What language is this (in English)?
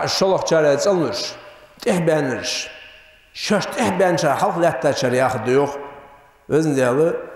Ingush